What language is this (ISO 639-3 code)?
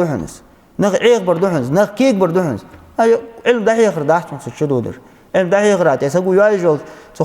inh